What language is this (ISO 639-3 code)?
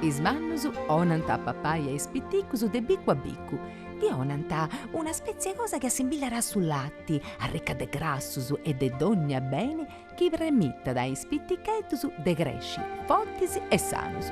srd